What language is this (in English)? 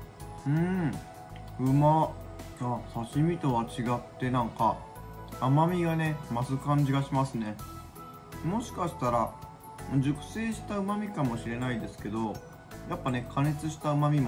Japanese